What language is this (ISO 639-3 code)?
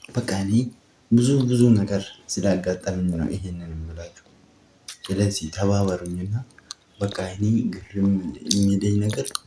amh